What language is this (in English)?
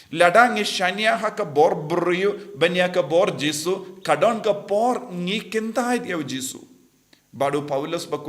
Khasi